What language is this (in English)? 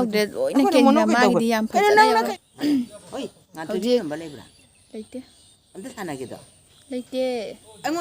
Manipuri